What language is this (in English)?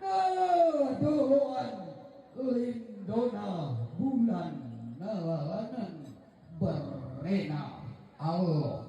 Toraja-Sa'dan